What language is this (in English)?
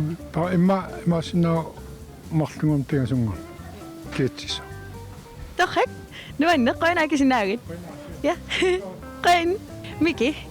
Kalaallisut